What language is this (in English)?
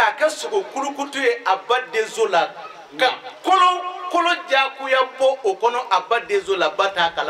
Bambara